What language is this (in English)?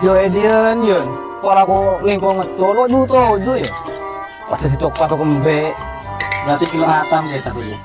Madurese